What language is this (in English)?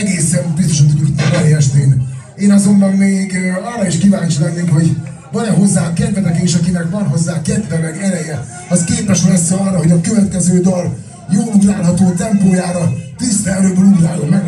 Hungarian